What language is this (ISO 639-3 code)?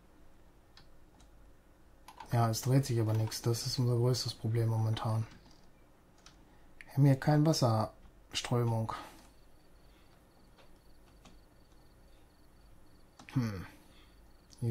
deu